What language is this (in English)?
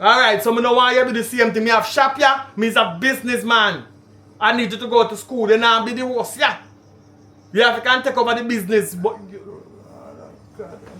Jamaican Creole English